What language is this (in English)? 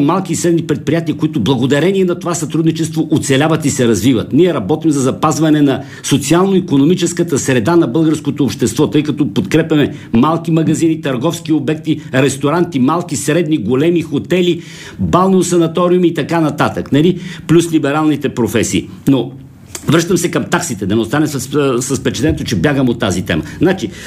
Bulgarian